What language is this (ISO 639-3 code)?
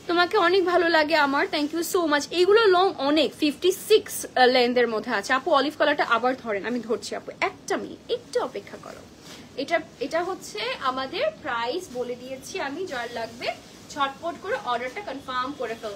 ben